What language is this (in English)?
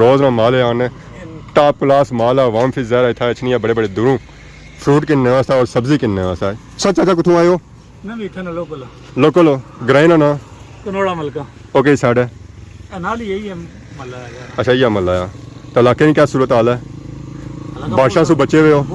Pahari-Potwari